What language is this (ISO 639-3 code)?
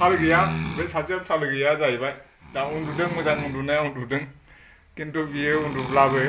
brx